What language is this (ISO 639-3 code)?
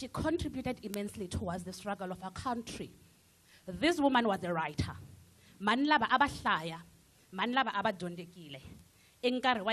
tso